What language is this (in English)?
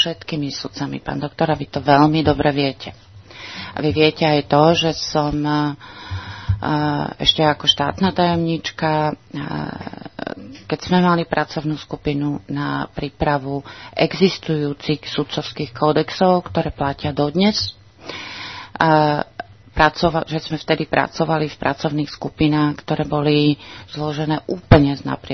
Slovak